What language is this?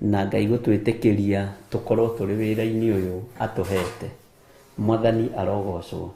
Kikuyu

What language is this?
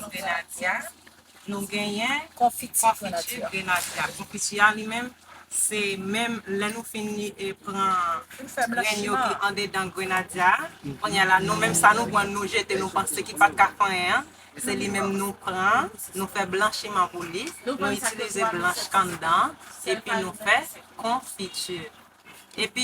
Haitian Creole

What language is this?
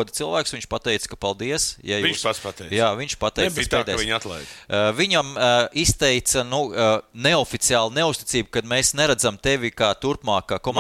Latvian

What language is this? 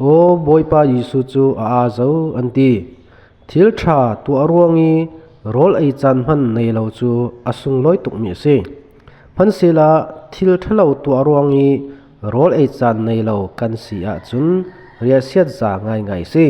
Falam Chin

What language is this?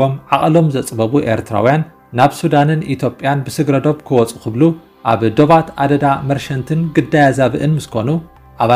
Tigrinya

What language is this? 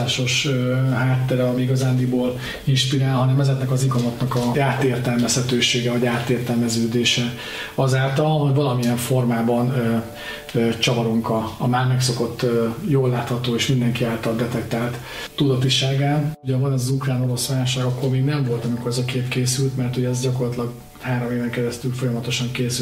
Hungarian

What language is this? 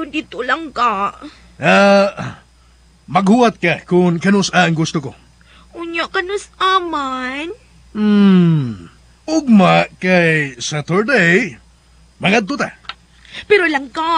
Cebuano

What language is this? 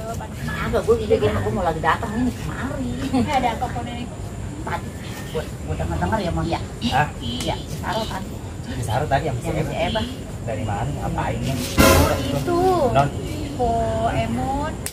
Betawi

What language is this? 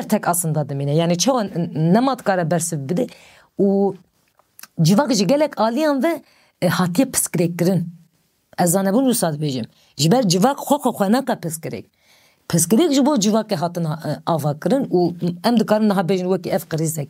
Kurdish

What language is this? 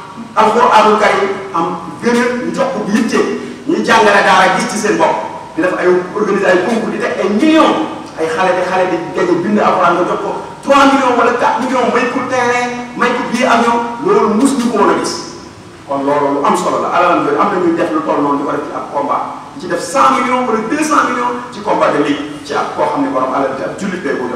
Wolof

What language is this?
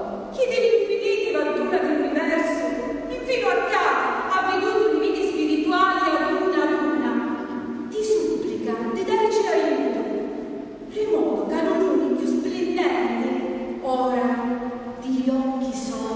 Sicilian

